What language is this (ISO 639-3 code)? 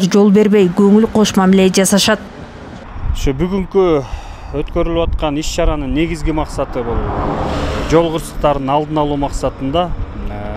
kir